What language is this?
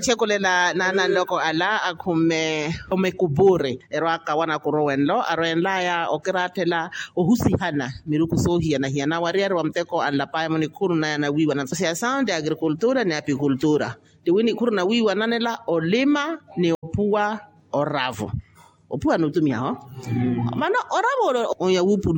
Makhuwa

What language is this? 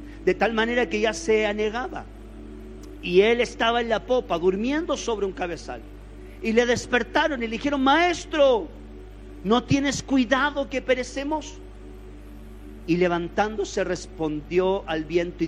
Spanish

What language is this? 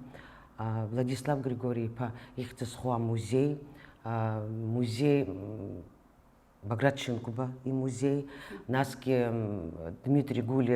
Abkhazian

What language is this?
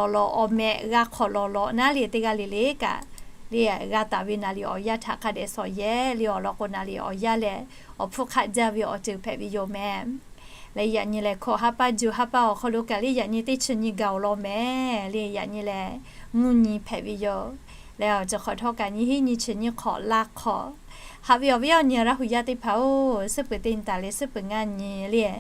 Lahu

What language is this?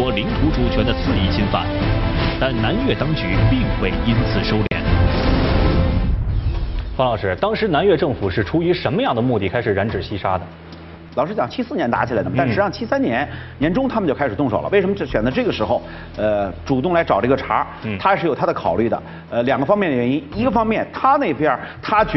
Chinese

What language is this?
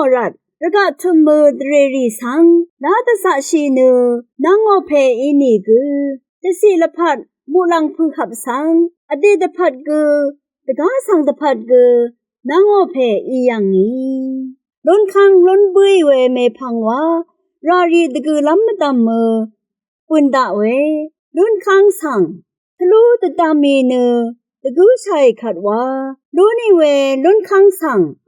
Rawang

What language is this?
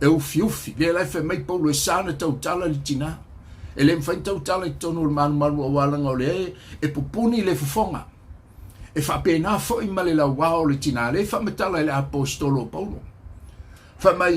Samoan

